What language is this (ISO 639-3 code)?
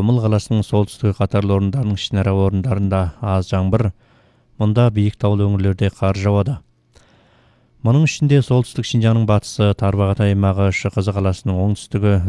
kaz